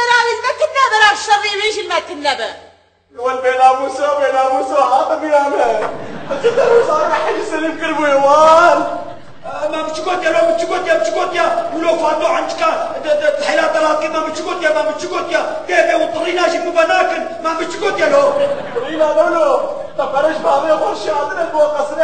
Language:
Kurdish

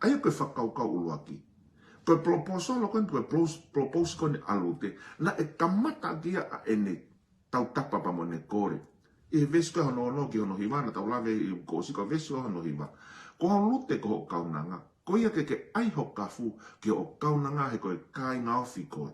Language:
Tongan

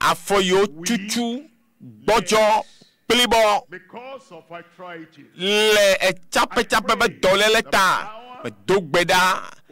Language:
Ewe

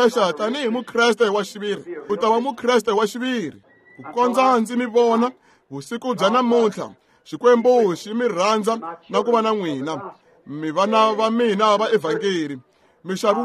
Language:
Tsonga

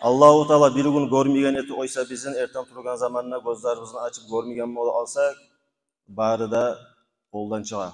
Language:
Kumyk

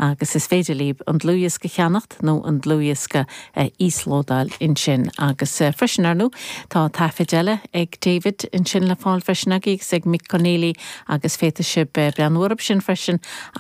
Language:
Irish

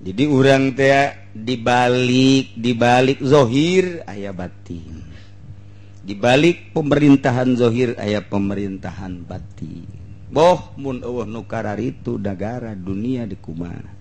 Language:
Sundanese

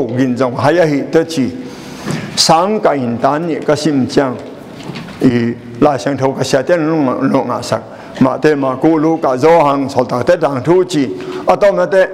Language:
Tedim Chin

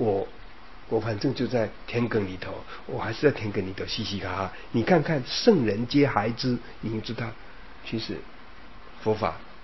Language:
Chinese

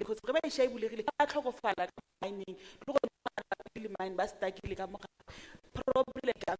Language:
Tswana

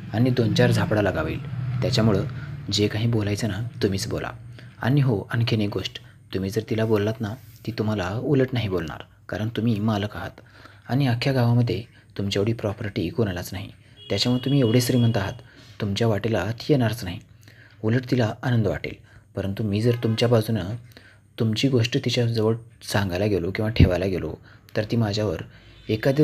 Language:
Marathi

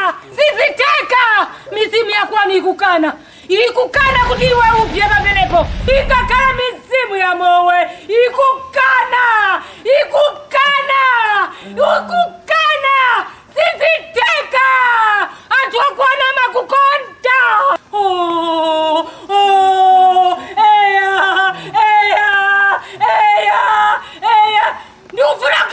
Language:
Nyanja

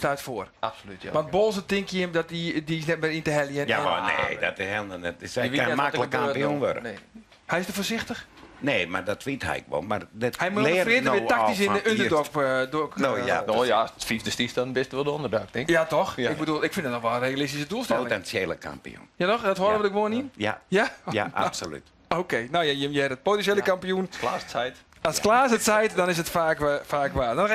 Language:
Western Frisian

